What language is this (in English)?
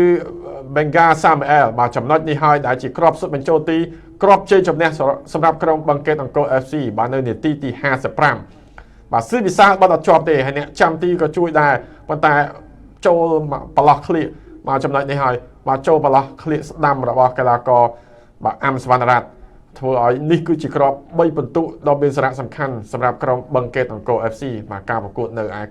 Khmer